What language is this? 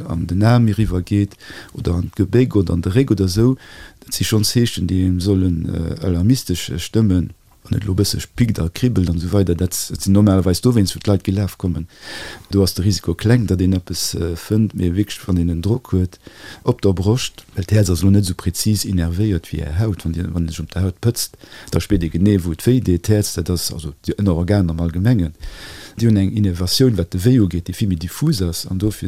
Luxembourgish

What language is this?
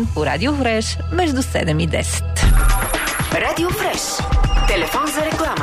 Bulgarian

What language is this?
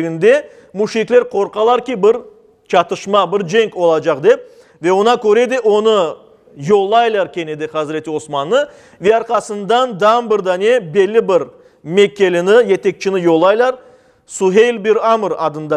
Crimean Tatar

